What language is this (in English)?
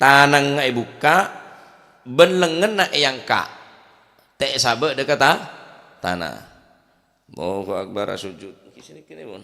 Madurese